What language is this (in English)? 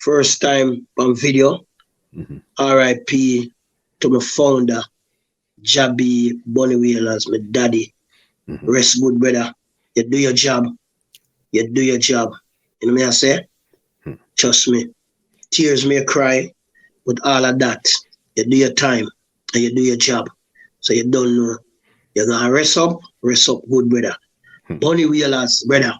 Jamaican Creole English